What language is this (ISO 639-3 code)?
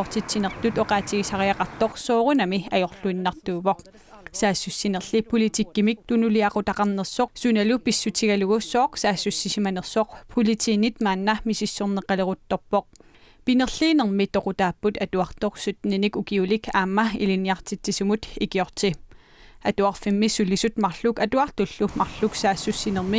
kal